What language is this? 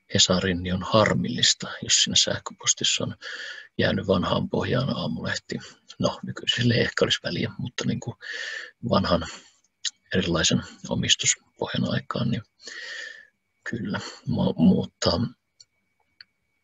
Finnish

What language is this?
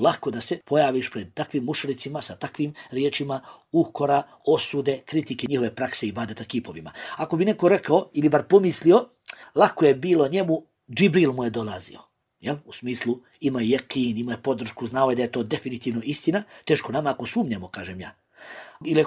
Bosnian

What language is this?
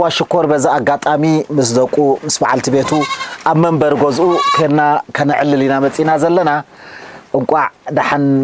Tigrinya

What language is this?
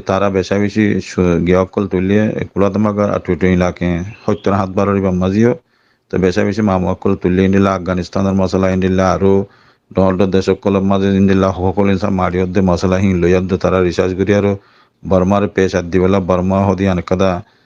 Rohingya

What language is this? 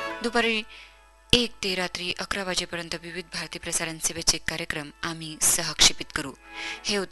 Marathi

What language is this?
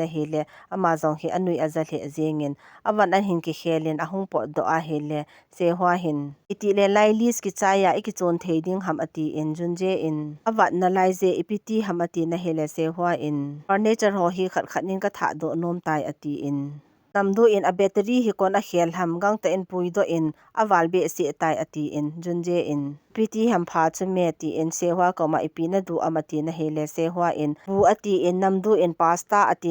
Thado Chin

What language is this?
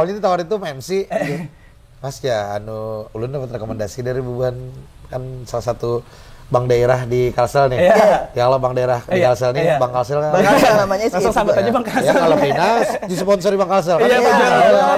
Banjar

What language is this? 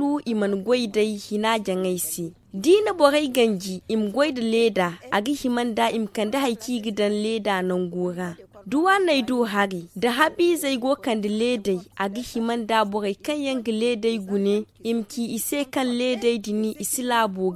Zarma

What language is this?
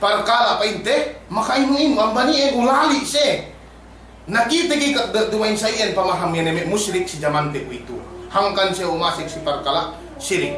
Yakan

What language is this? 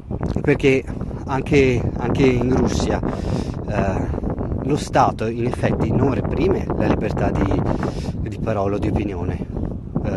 Italian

